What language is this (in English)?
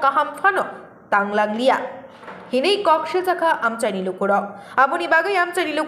Kok Borok